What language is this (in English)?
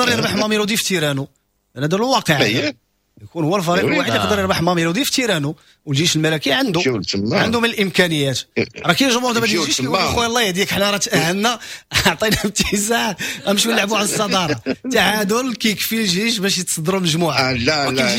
Moroccan Arabic